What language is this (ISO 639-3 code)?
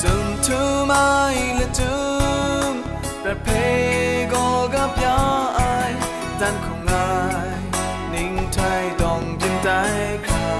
kac